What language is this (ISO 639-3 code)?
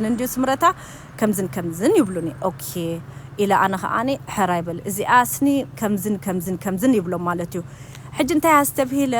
tir